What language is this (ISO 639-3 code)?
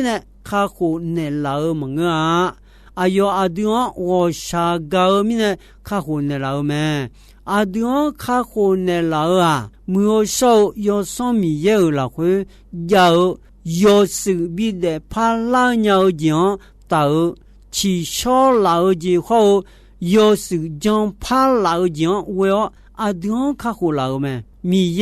ahk